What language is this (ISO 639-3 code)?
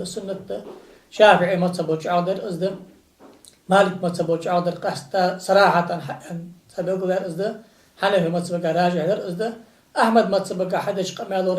inh